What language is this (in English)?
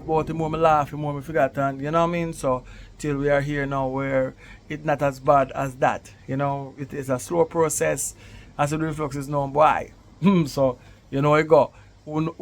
Jamaican Creole English